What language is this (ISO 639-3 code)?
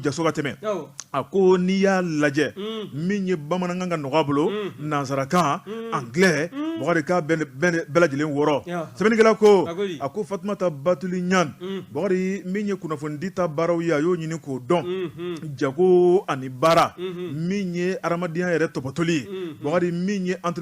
bam